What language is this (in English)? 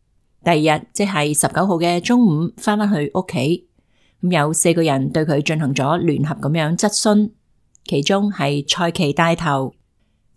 Cantonese